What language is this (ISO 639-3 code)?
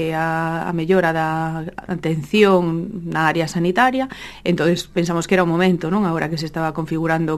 glg